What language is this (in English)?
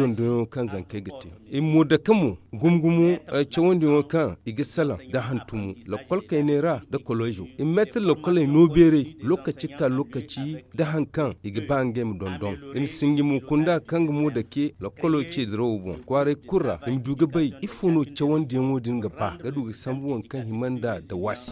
Zarma